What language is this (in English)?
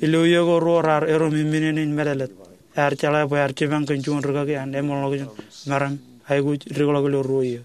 Marshallese